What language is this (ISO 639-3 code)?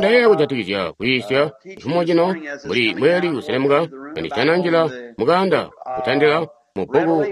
toi